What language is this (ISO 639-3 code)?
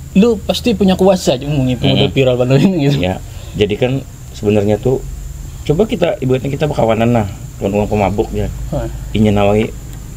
bjn